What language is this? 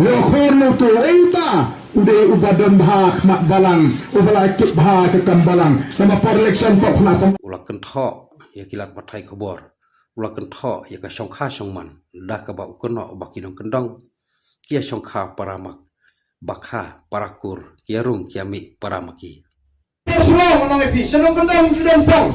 Khasi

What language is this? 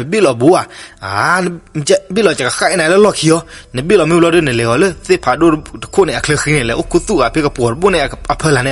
S'gaw Karen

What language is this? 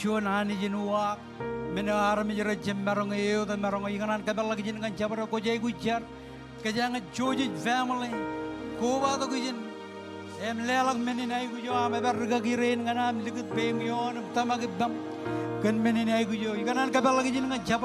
Marshallese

